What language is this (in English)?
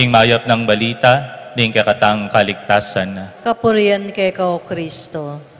Pampanga